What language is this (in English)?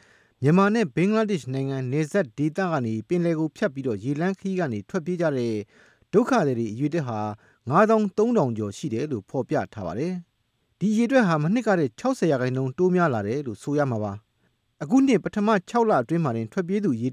Burmese